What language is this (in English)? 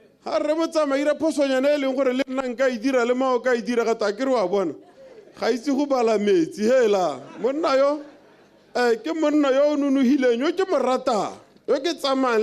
Tswana